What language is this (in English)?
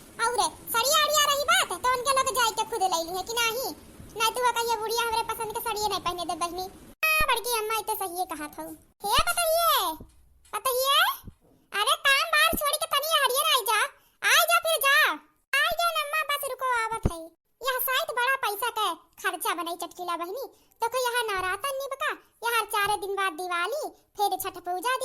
Awadhi